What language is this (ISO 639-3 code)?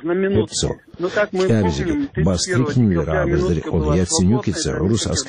ava